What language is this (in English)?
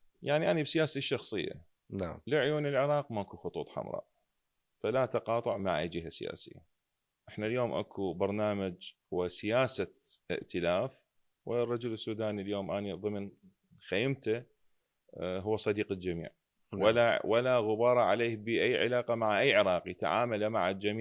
Mesopotamian Arabic